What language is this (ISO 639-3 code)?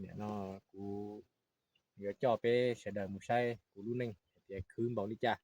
hmn